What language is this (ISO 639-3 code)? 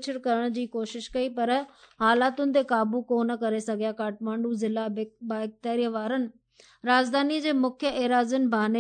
snd